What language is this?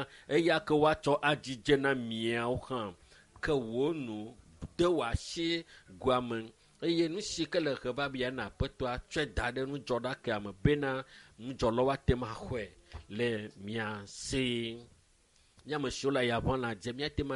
Ewe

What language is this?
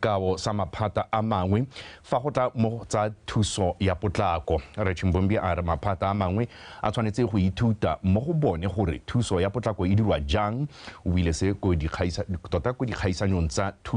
Tswana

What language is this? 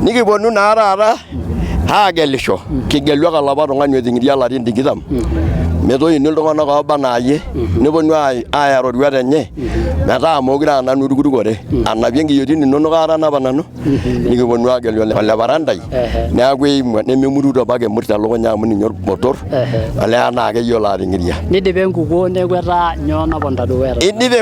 Masai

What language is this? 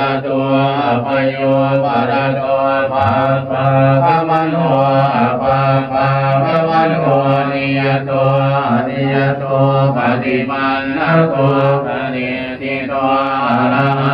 Pali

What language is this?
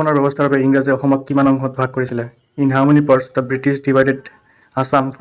Assamese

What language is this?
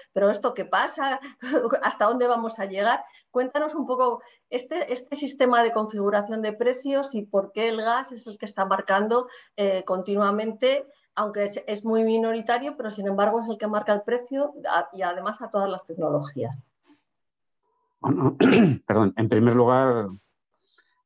Spanish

